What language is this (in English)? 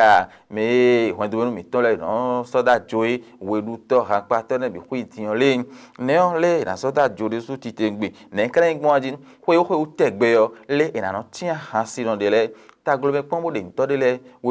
Fon